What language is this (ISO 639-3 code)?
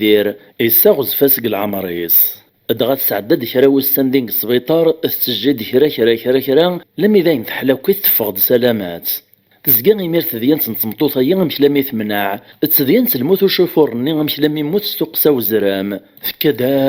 kab